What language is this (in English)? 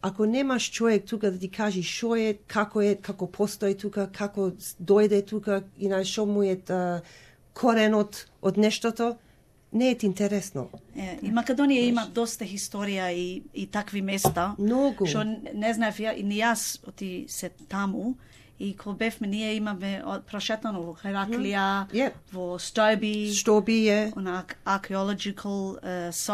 Macedonian